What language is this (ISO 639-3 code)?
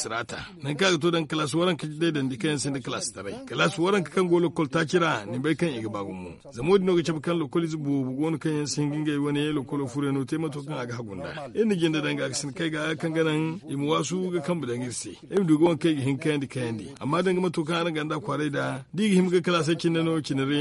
dje